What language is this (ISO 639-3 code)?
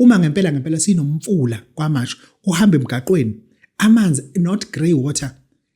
zul